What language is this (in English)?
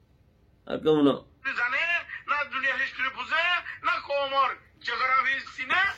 Rohingya